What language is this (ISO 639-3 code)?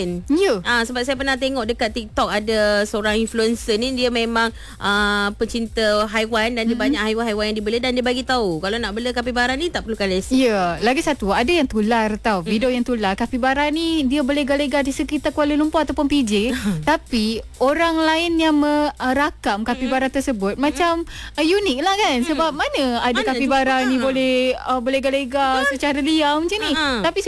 msa